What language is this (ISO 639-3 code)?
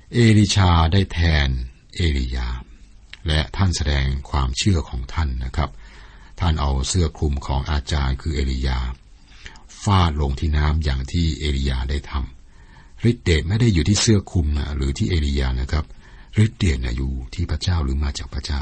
tha